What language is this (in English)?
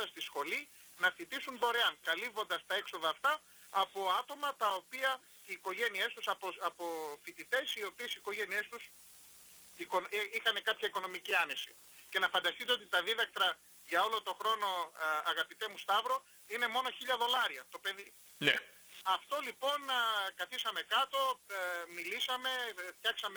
Greek